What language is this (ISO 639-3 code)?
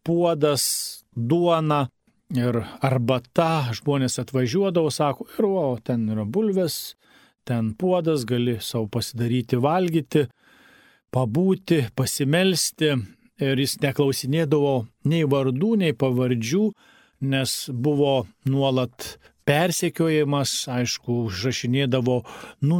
lit